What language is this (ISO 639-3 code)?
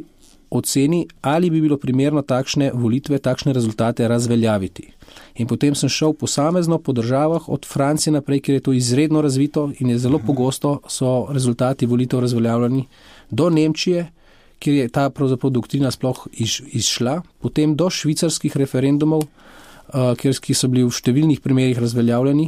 slv